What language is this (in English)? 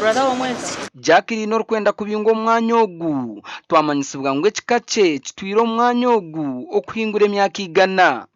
Nyankole